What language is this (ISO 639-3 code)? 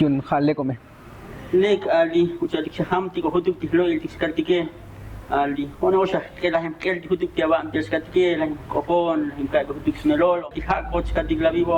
tzo